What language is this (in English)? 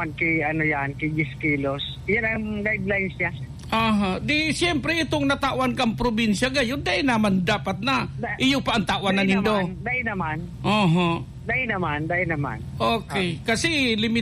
Bikol